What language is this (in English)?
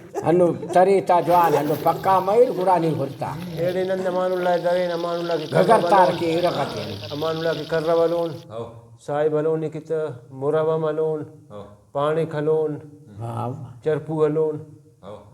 Brahui